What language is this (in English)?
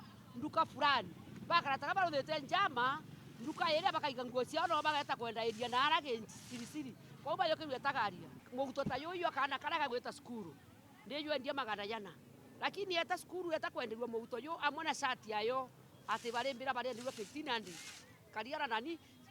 Meru